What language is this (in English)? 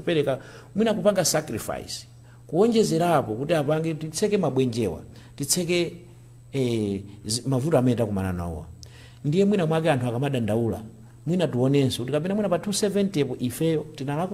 Nyanja